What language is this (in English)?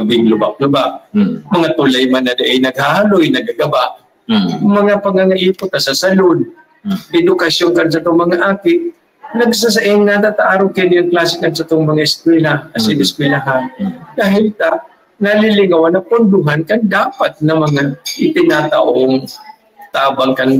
Bikol